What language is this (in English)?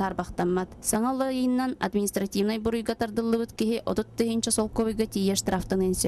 Yakut